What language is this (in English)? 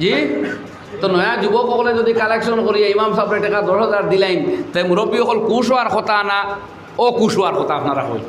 Sylheti